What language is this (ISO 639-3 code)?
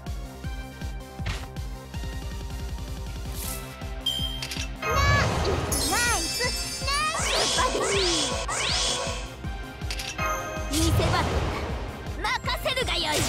jpn